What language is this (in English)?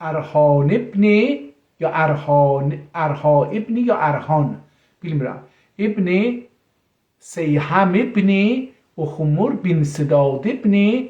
South Azerbaijani